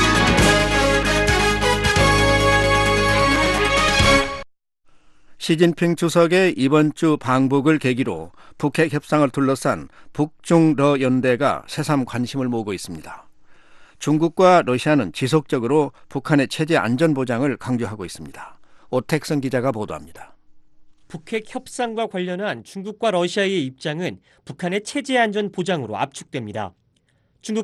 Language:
Korean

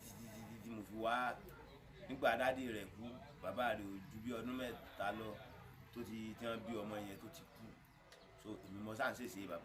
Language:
Yoruba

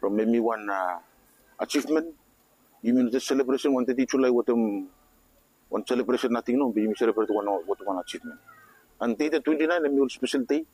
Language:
Bislama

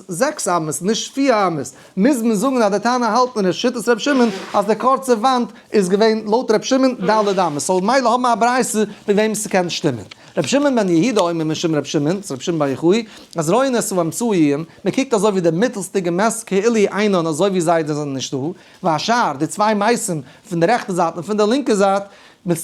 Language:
Yiddish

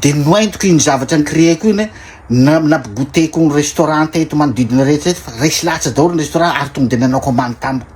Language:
Malagasy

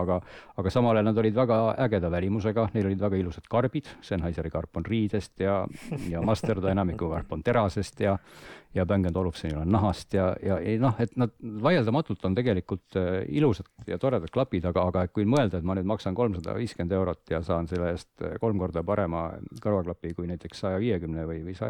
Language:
Estonian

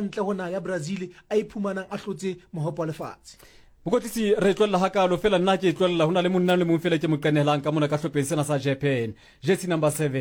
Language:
Southern Sotho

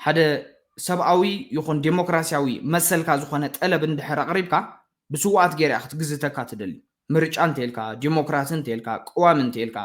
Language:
Tigrinya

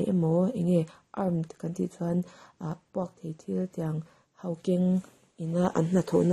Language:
Mizo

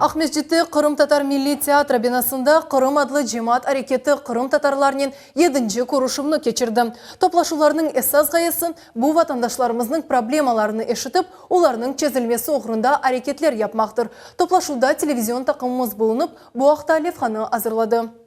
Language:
Crimean Tatar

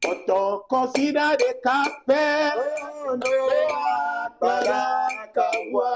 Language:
Ewe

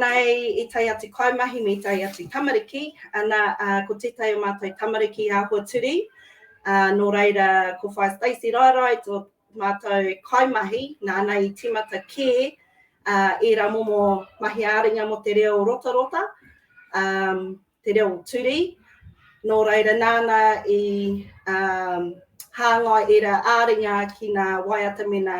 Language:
Māori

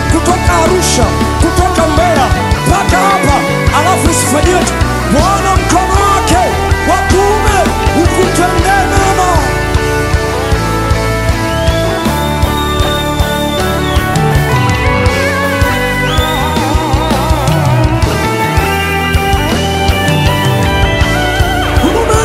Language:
Swahili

